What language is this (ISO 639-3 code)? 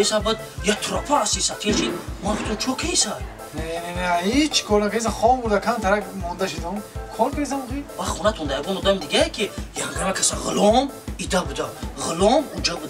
fas